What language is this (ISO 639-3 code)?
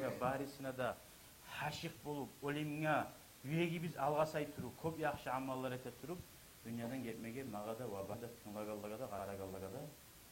kum